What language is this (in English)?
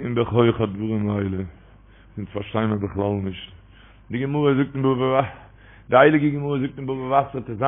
Yiddish